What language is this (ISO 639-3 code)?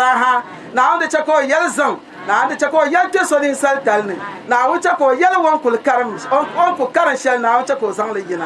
dag